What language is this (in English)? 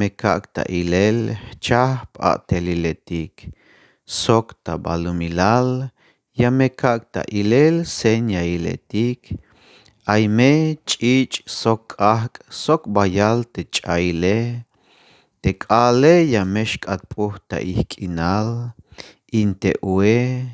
Tzeltal